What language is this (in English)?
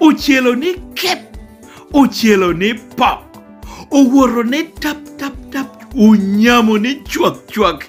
Lango (Uganda)